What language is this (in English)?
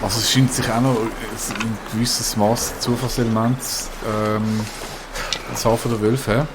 Swiss German